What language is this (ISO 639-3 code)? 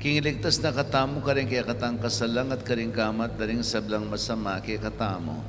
pam